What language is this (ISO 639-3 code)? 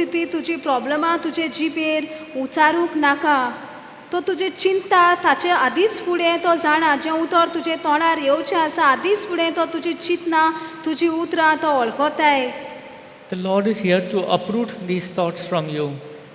kok